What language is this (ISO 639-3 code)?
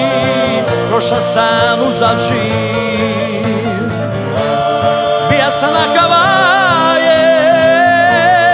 hrv